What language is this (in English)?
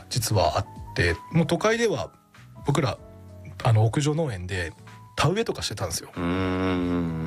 Japanese